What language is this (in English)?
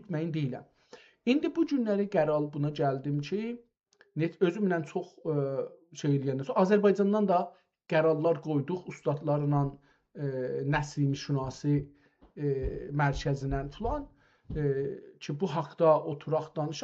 South Azerbaijani